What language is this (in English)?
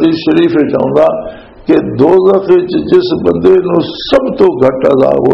Western Panjabi